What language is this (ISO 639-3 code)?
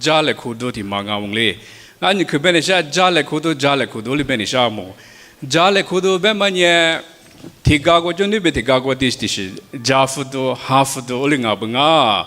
lis